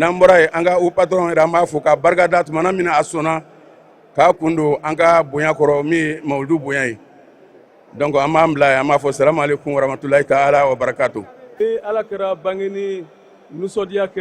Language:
Bambara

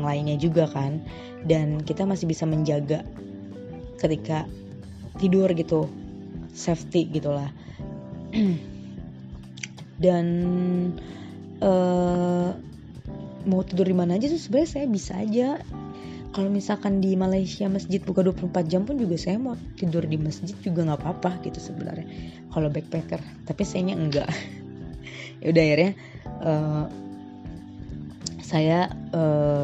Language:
Indonesian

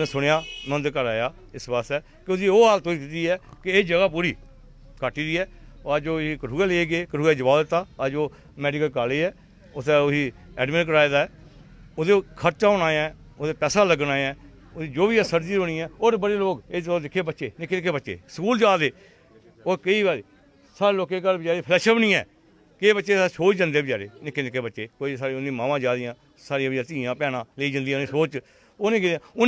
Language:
Dogri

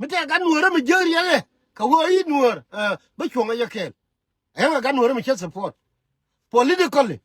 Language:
Nuer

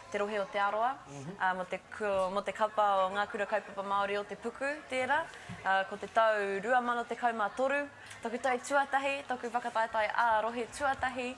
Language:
Māori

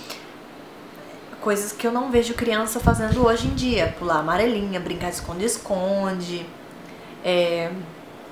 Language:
Portuguese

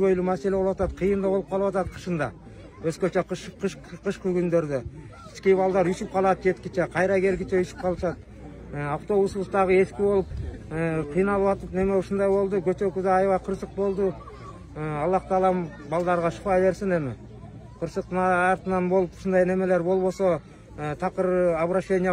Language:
Kyrgyz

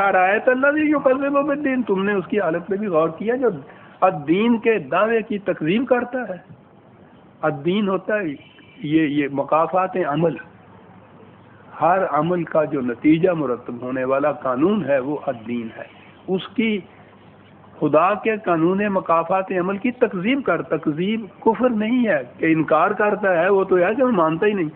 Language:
Urdu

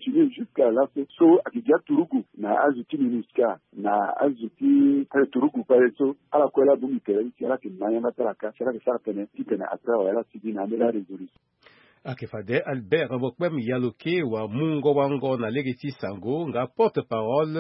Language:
Sango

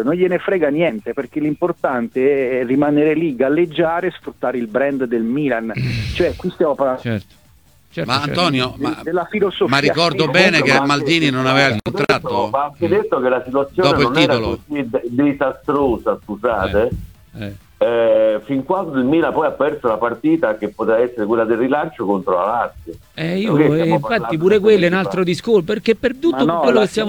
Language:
Italian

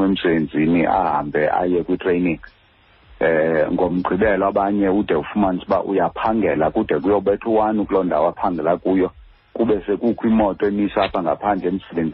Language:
Xhosa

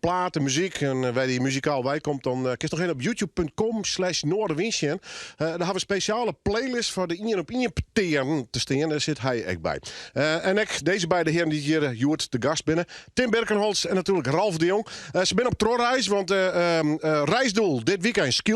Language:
Western Frisian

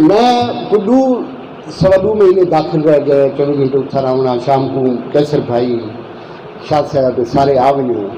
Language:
Saraiki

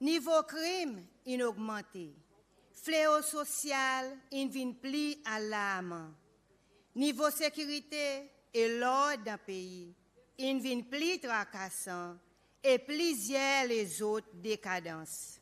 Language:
Seselwa Creole French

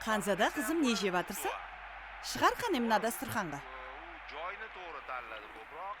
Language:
Kara-Kalpak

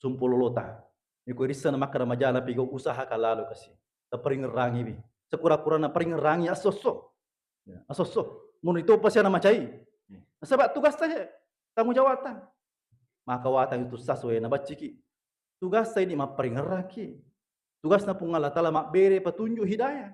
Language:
Buginese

